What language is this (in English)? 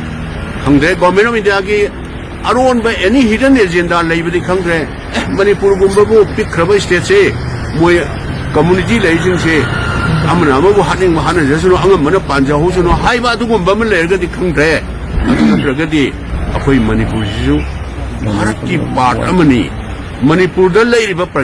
Manipuri